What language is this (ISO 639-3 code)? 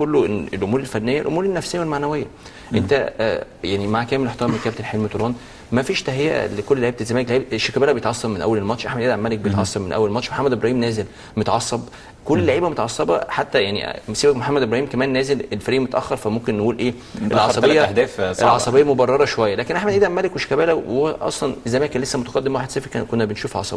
arz